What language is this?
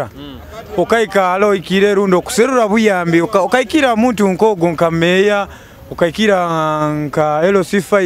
Nyoro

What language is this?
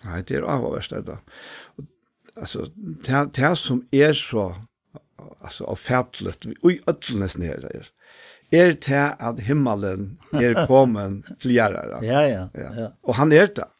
Faroese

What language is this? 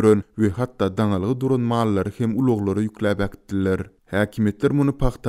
Turkmen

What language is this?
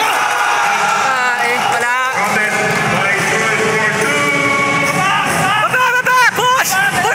Filipino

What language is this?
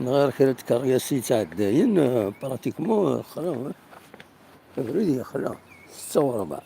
Kabyle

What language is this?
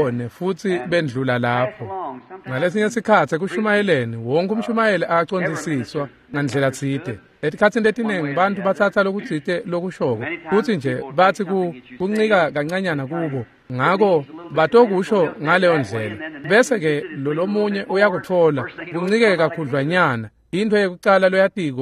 Swati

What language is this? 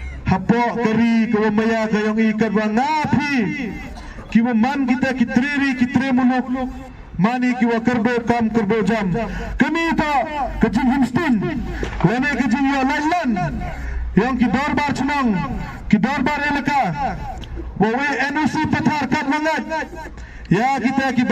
Khasi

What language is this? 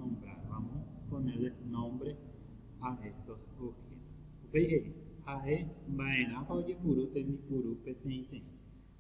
Guarani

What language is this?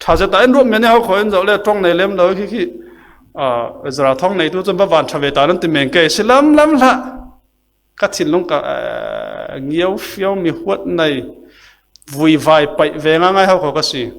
Falam Chin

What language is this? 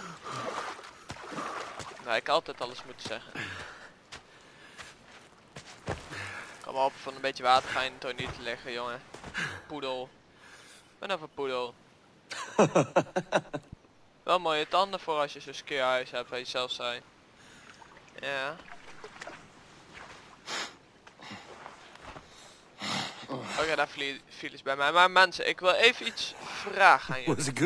Dutch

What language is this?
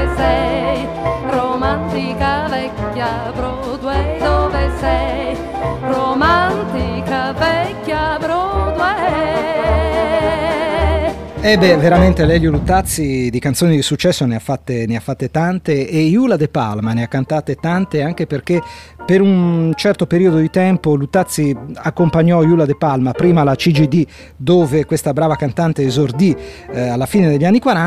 Italian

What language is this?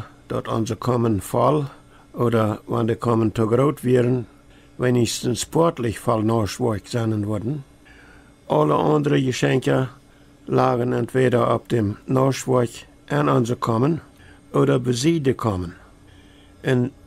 Plautdietsch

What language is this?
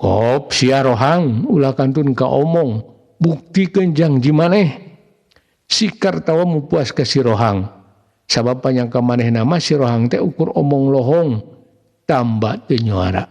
Sundanese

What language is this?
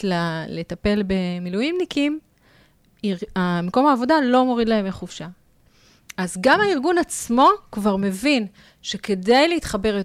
Hebrew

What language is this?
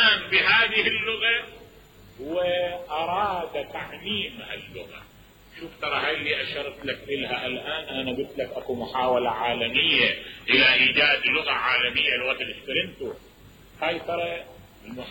Mesopotamian Arabic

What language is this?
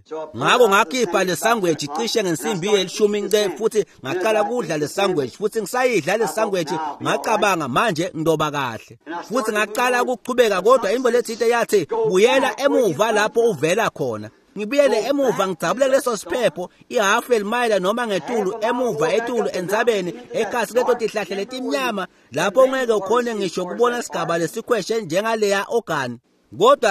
Swati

